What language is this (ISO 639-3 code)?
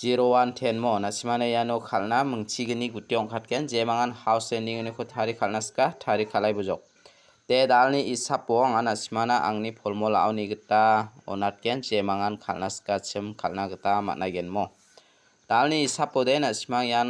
grt